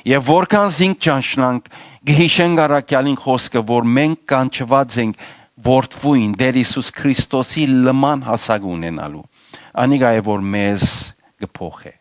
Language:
Western Armenian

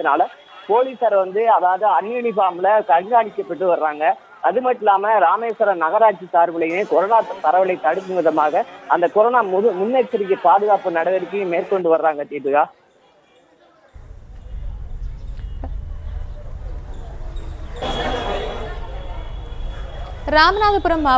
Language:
Tamil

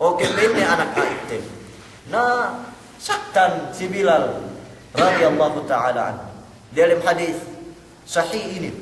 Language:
Yakan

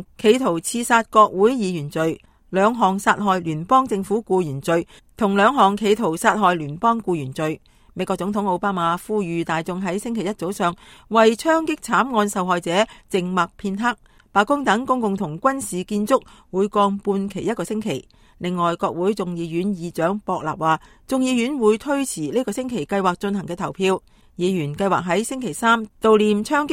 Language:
Cantonese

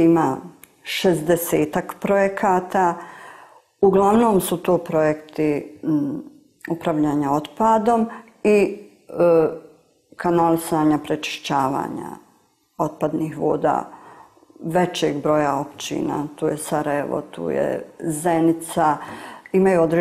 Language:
Bosnian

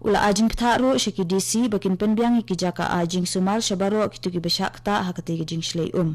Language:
Khasi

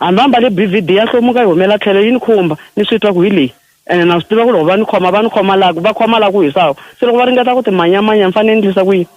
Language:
Tsonga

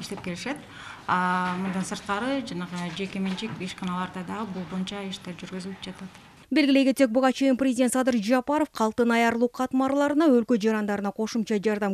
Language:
Kyrgyz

